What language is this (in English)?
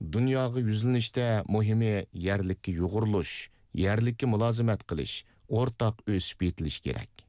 Uyghur